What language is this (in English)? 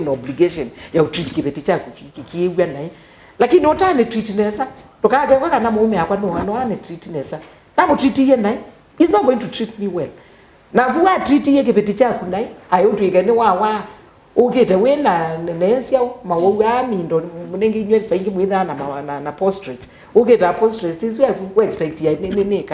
Kamba